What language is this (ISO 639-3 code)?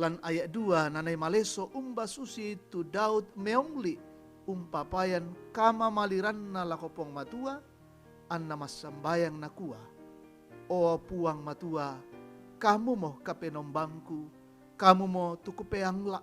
sda